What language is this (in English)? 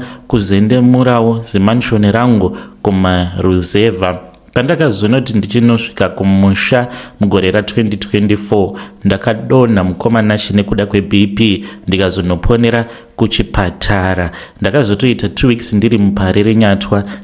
Shona